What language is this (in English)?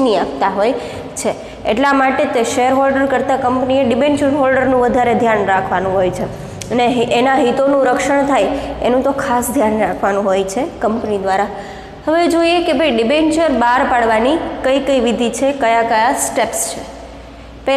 Gujarati